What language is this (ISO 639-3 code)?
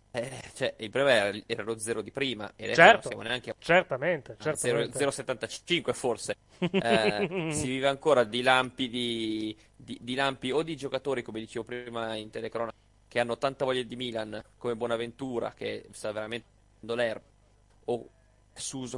ita